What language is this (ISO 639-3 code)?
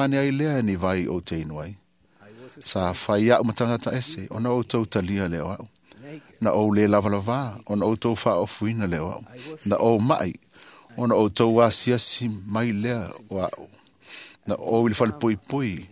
smo